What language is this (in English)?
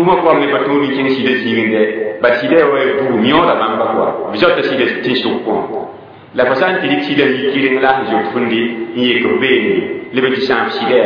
Mossi